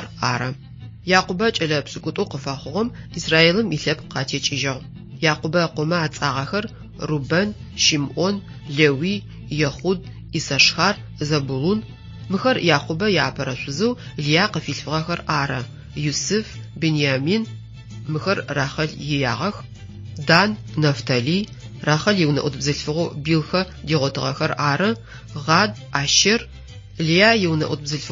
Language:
Adyghe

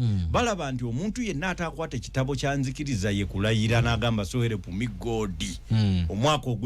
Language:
Ganda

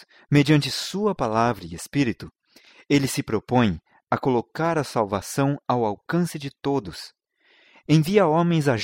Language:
Portuguese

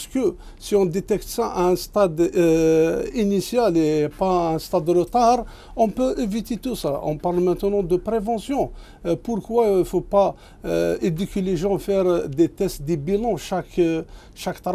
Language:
French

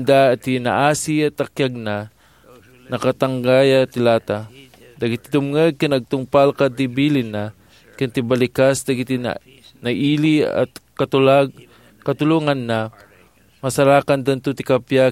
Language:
Iloko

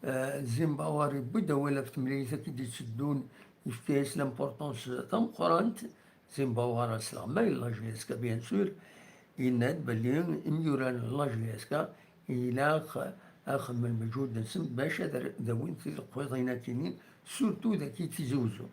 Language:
Kabyle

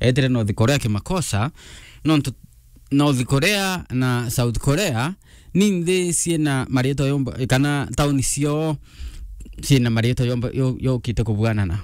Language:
Meru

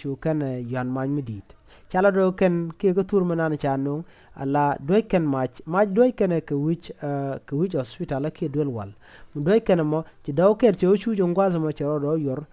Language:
Nuer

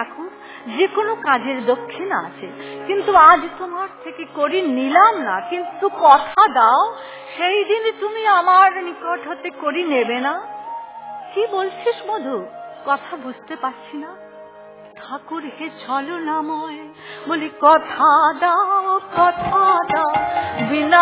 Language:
Bangla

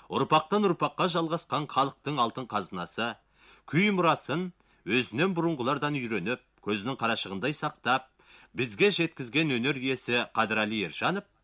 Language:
Kazakh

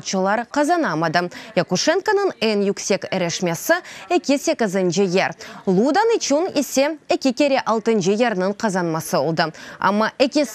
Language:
Crimean Tatar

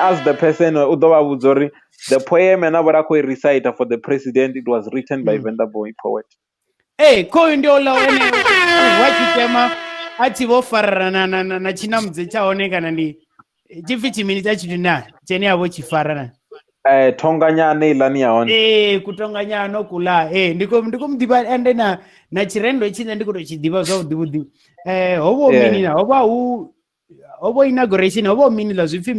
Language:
Venda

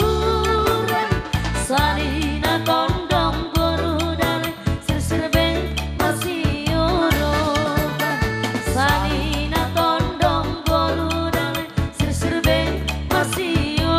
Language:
Batak Simalungun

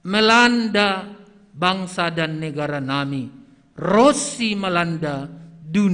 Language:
Batak Simalungun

